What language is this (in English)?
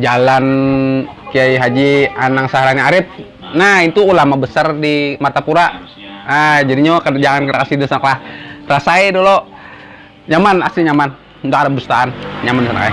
Banjar